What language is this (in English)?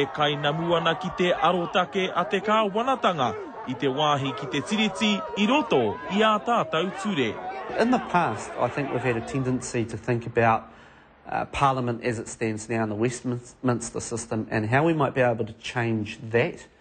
Māori